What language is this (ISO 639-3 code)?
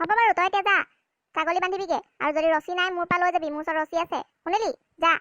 asm